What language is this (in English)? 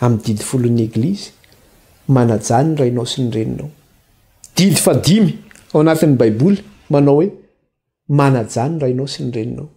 Malagasy